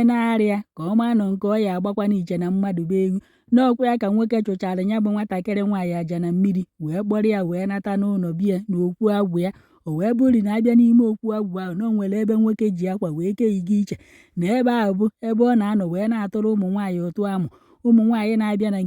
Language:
Igbo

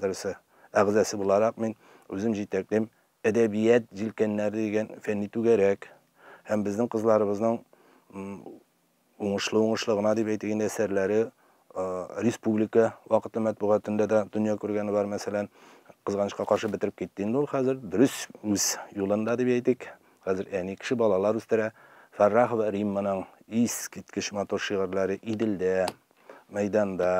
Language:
Tatar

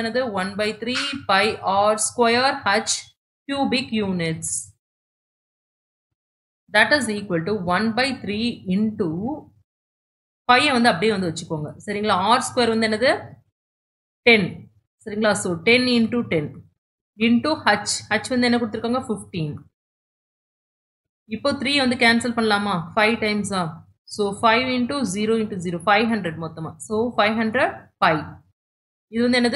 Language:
Tamil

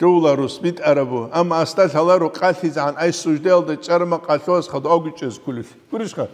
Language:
Avaric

